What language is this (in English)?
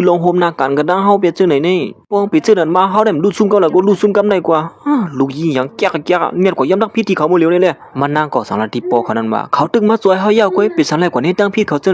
Shan